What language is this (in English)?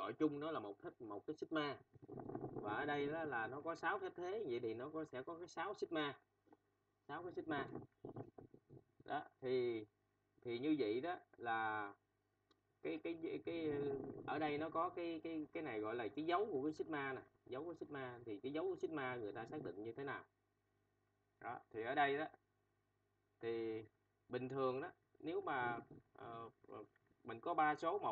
Vietnamese